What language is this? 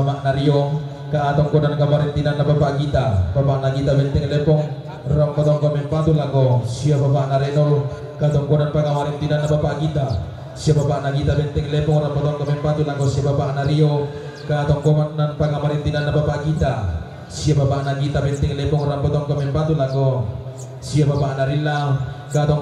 Toraja-Sa'dan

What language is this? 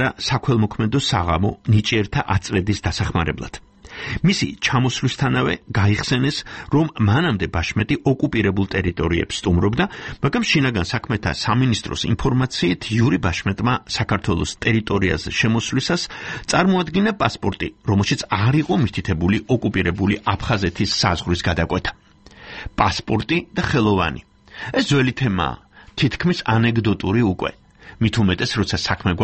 Georgian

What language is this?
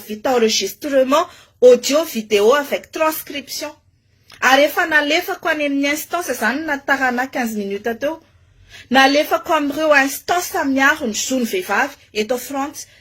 Malagasy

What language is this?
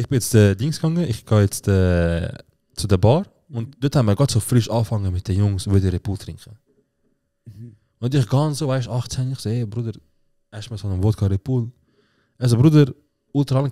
Swiss German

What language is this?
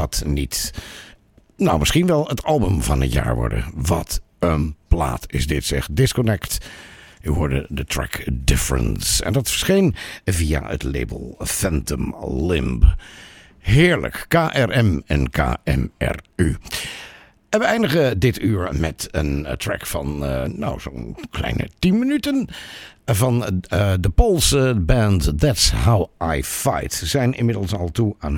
Dutch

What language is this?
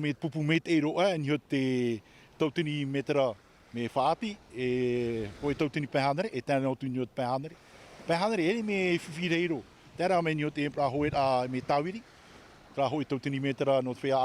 Tahitian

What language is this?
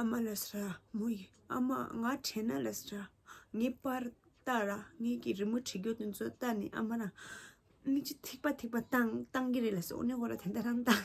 Tibetan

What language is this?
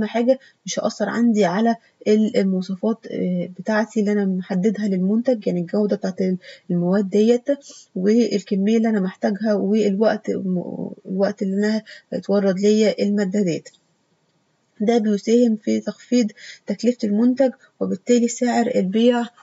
Egyptian Arabic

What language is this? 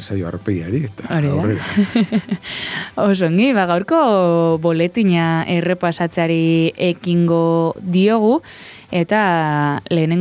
Basque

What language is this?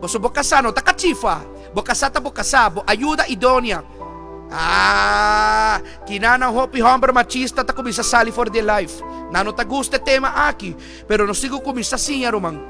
Papiamento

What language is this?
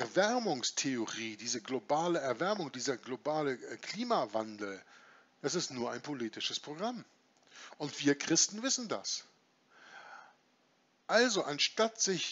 German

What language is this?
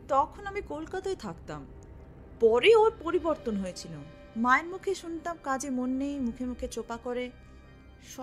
Bangla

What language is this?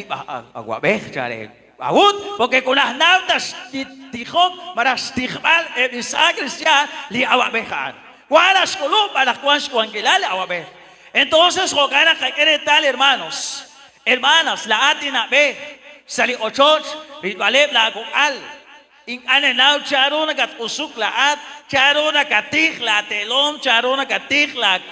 Kekchí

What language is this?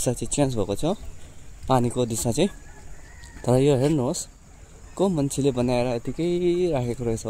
Nepali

